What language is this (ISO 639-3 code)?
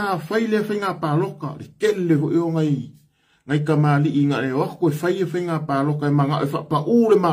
smo